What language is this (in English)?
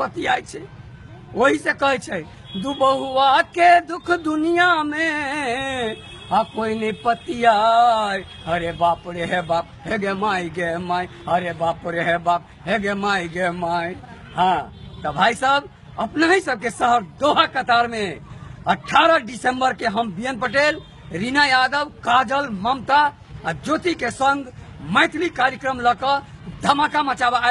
Maithili